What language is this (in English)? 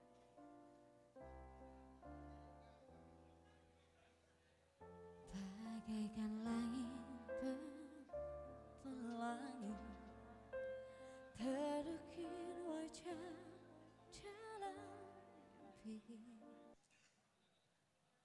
Indonesian